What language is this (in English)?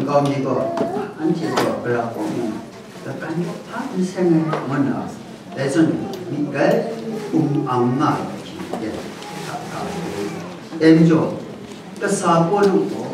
Kachin